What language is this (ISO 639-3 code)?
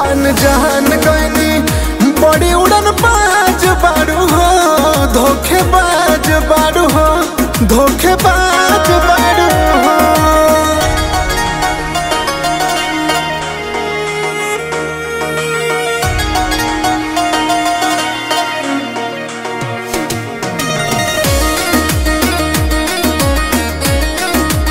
bho